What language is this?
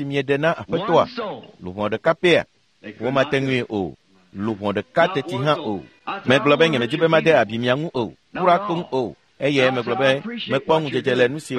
Ewe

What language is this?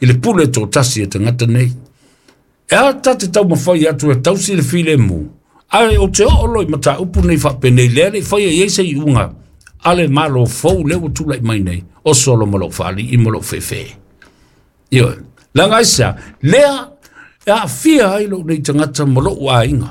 Samoan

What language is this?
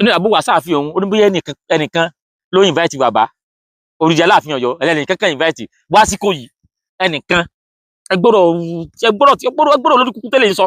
Yoruba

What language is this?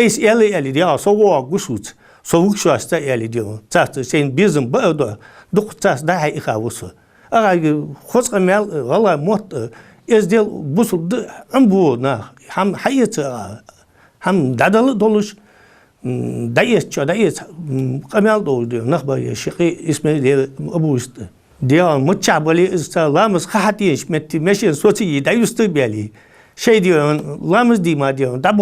Ingush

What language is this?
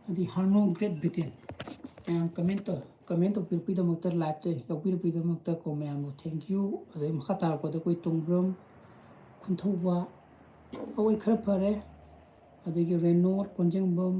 Manipuri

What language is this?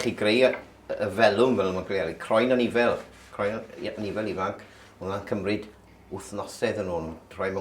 Welsh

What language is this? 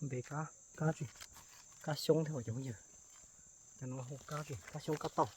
Hmong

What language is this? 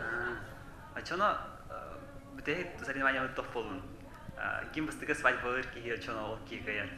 Yakut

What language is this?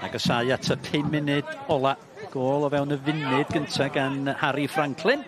Welsh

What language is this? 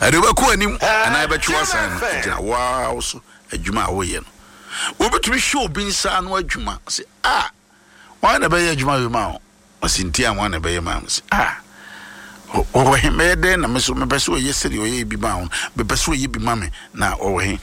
Akan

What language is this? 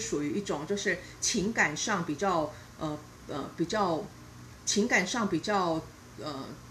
Chinese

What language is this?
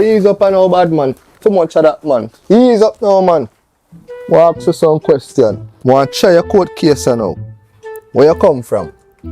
Jamaican Creole English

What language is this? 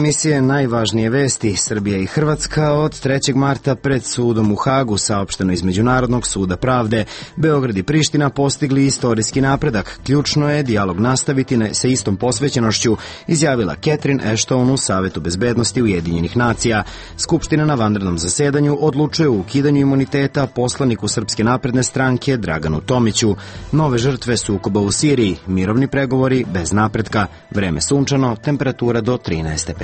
Serbian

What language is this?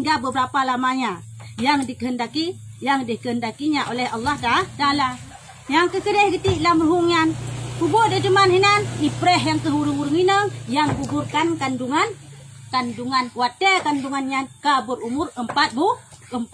Achinese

